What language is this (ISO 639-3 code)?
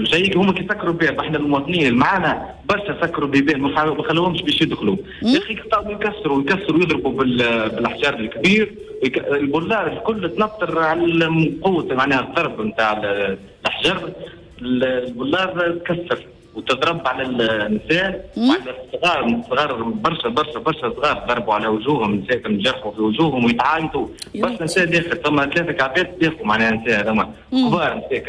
aeb